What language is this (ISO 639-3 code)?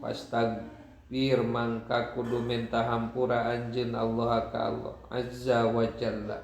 sun